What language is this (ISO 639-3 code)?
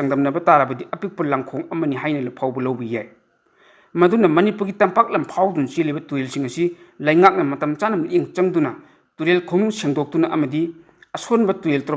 mni